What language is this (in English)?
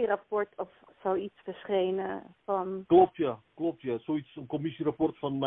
Dutch